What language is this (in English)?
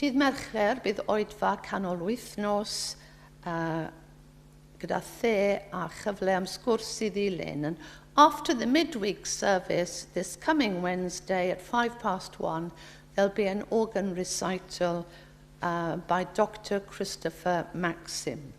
Welsh